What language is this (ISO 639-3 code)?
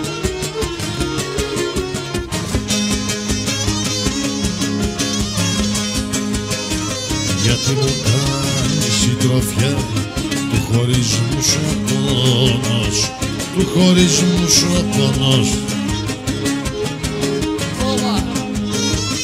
ell